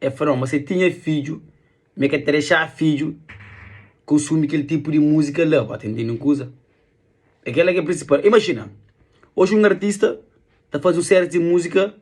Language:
Kabuverdianu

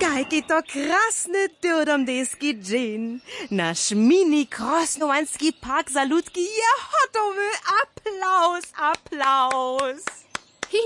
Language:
Upper Sorbian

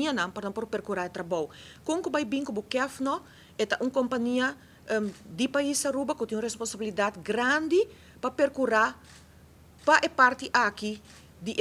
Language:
Papiamento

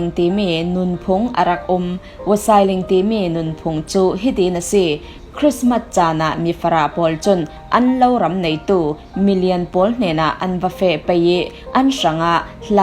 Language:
Falam Chin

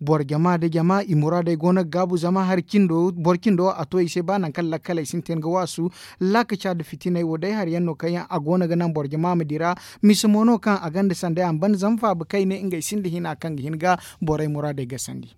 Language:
Zarma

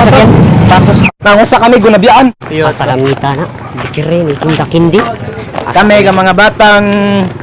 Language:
Cebuano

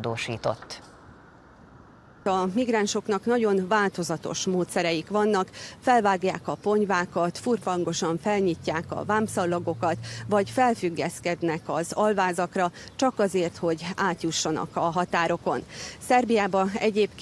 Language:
Hungarian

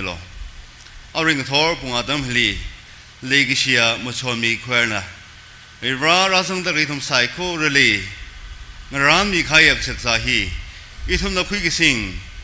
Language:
Tangkhul Naga (India)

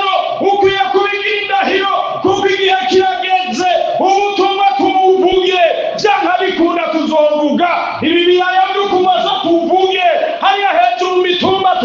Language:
Rundi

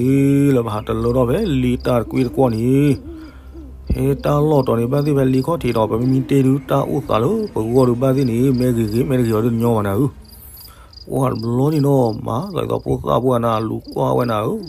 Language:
S'gaw Karen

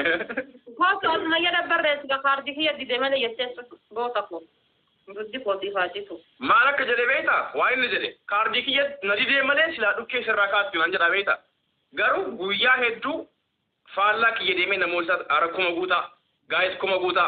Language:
Oromo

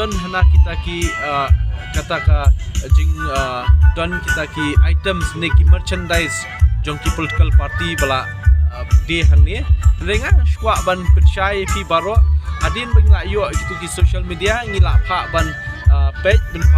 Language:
Khasi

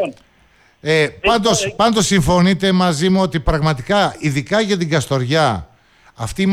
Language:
Greek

